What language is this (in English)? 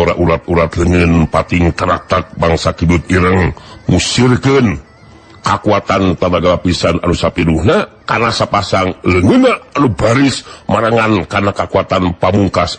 Sundanese